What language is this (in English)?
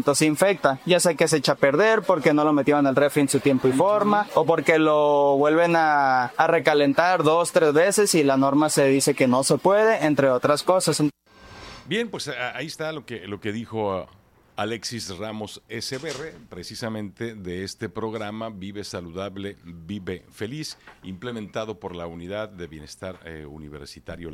Spanish